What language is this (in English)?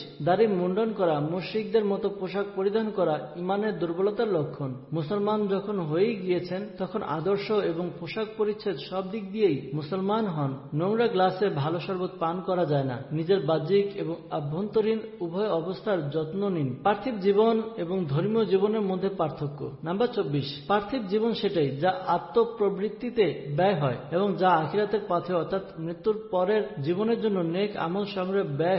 Bangla